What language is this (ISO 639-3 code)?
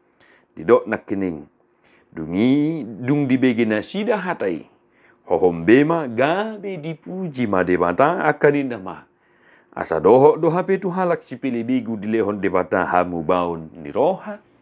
bbc